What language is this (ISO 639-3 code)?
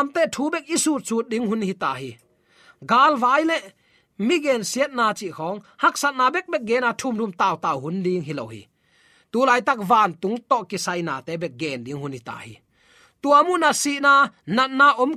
ctd